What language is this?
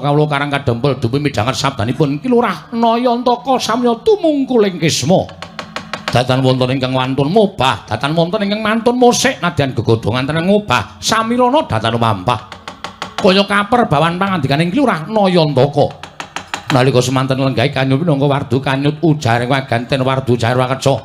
Javanese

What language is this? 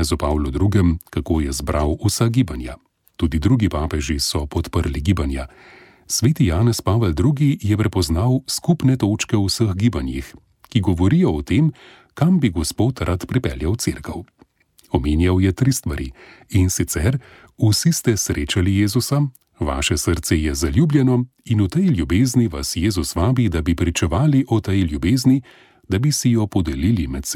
Slovenian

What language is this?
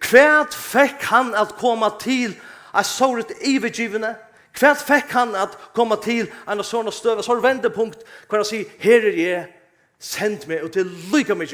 Faroese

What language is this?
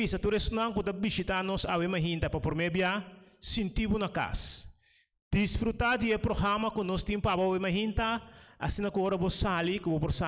Papiamento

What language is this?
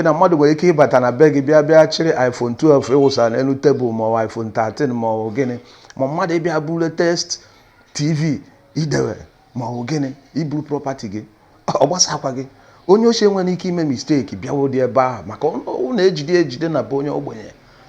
Igbo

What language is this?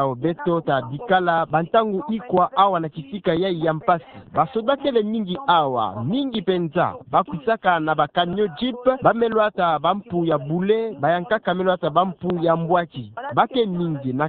Kituba (Democratic Republic of Congo)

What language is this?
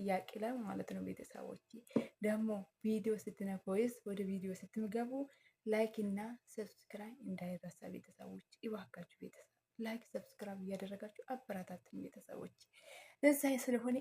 Amharic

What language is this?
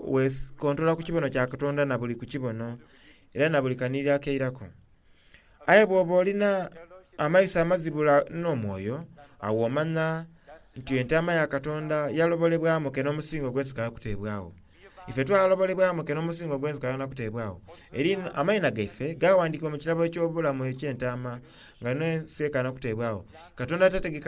Soga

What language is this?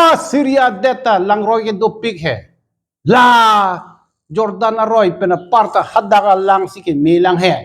Karbi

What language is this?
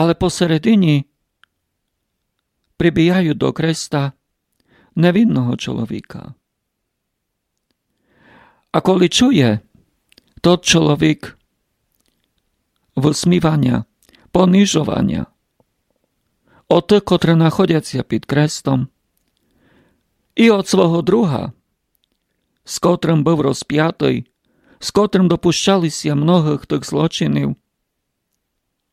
Rusyn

